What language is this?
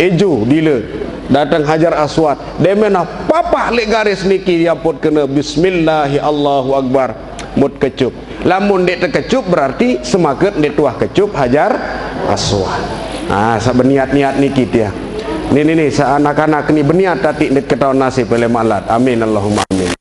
Sasak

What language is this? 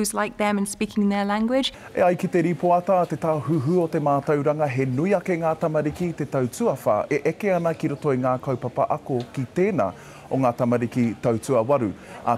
Māori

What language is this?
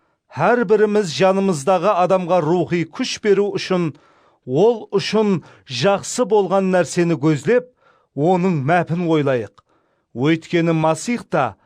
Kara-Kalpak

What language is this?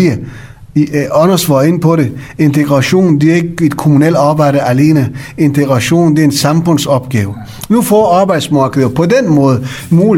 Danish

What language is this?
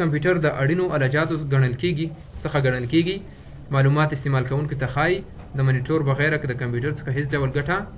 Pashto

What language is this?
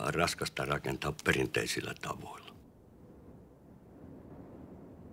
Finnish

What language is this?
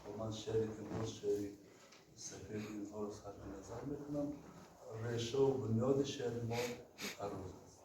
Tajik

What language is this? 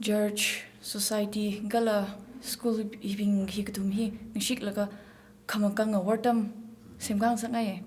Tangkhul Naga (India)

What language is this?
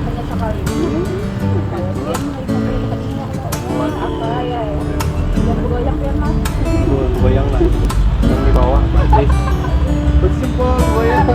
Banjar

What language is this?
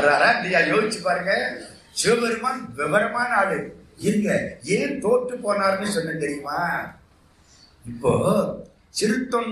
Tamil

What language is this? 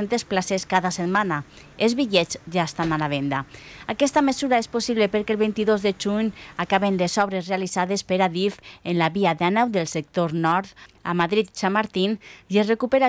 Catalan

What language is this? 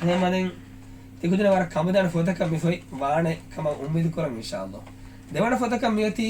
Divehi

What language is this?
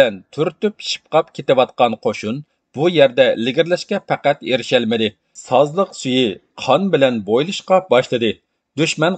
Uyghur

